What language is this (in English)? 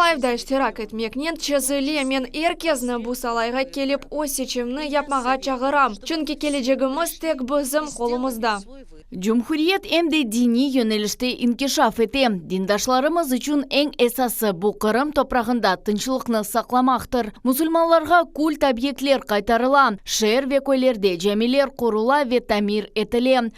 Crimean Tatar